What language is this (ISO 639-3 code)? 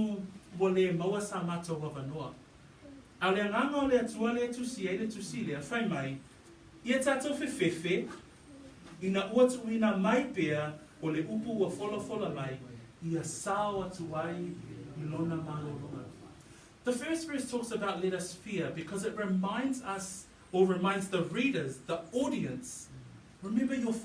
smo